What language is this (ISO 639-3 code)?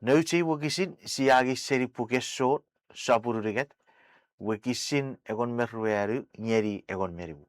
chk